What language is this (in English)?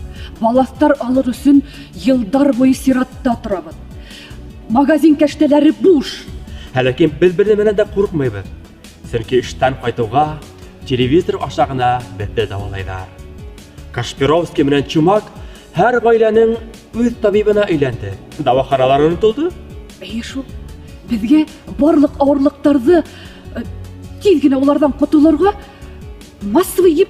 Bashkir